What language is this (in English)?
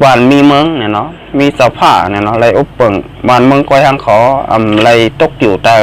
Shan